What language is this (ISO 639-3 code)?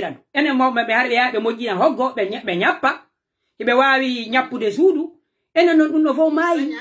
fuf